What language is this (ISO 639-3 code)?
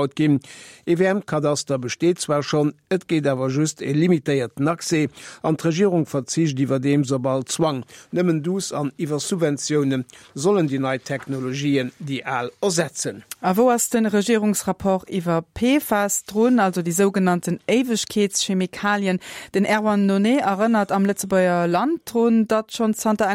ltz